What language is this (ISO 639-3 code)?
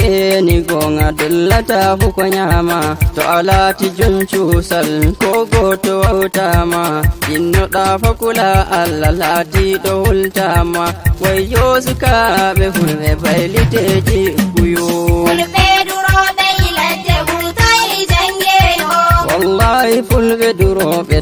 fuv